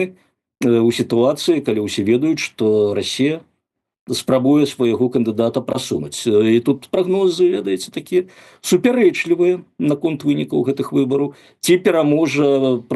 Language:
Belarusian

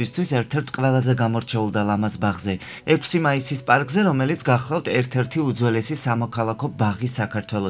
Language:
Georgian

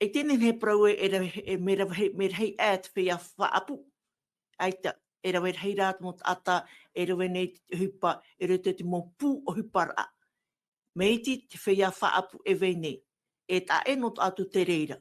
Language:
Tahitian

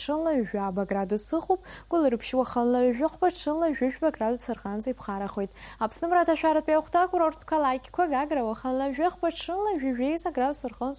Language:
Abkhazian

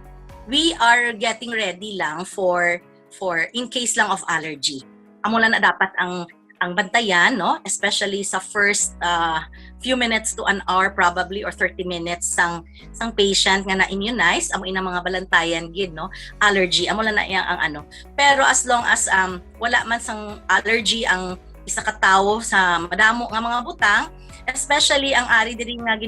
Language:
Hiligaynon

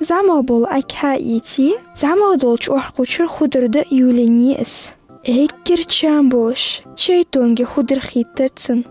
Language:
Ingush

